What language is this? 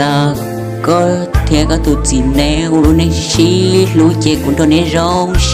Hmong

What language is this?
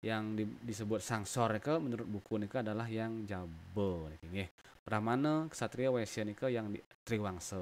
Balinese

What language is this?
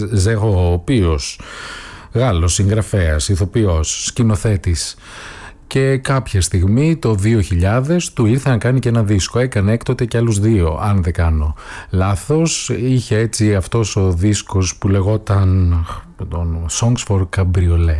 Greek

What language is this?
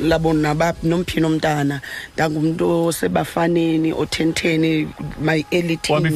Xhosa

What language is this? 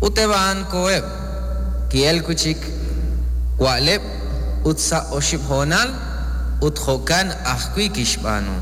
Kekchí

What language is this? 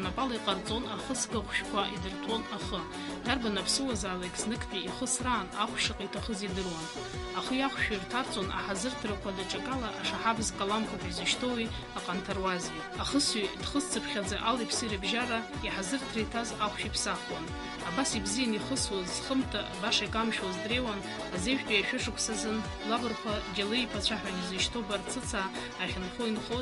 Abkhazian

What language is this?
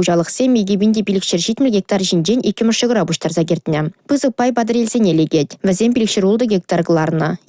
Chuvash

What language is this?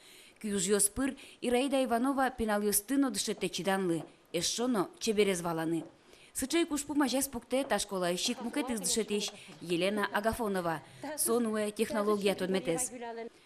Udmurt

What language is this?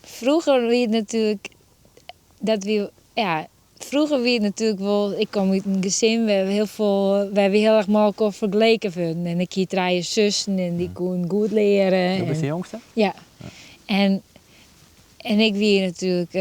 Western Frisian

